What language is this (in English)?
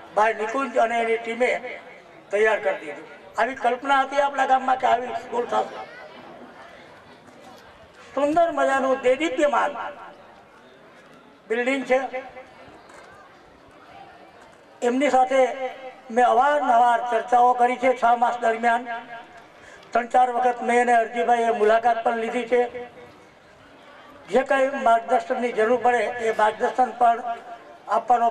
Gujarati